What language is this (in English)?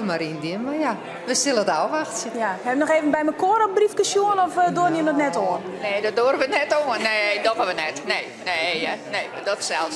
Western Frisian